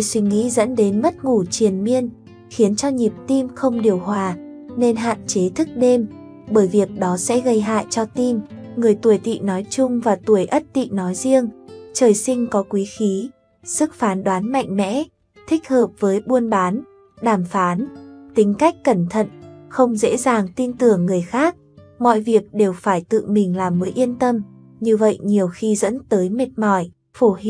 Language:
Vietnamese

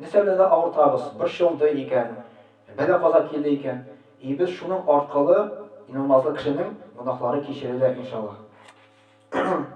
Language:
Tatar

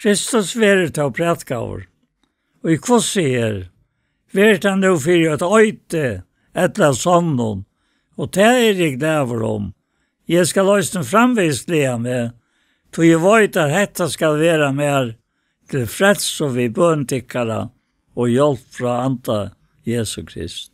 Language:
Faroese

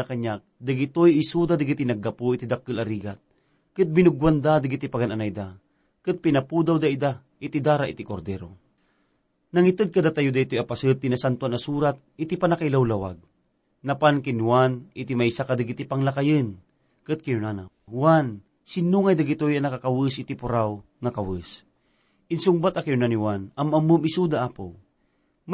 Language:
Iloko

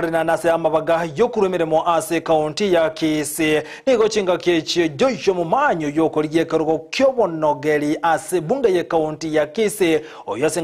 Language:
Gusii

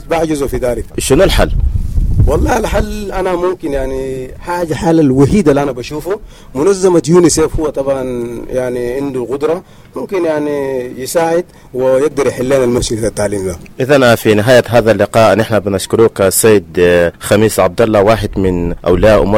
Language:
Sudanese Arabic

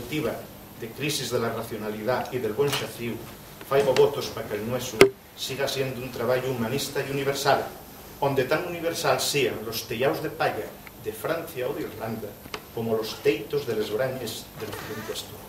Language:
Asturian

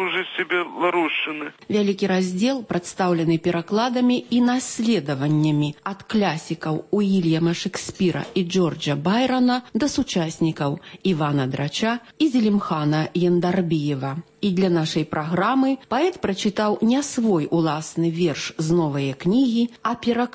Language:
Belarusian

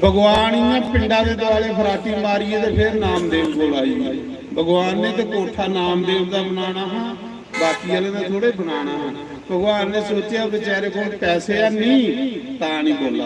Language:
Dogri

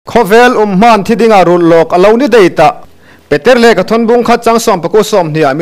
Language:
Hmar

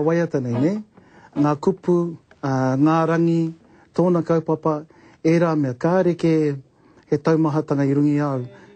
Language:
Māori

